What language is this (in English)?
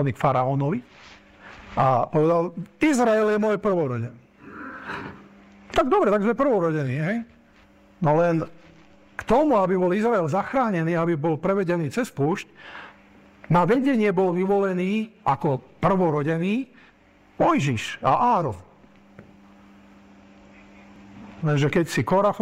Slovak